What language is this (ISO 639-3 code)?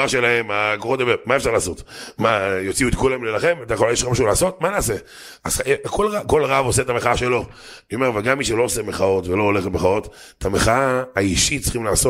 heb